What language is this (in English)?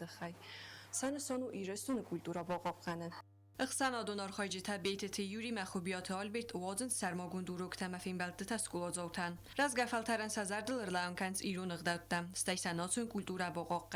Ossetic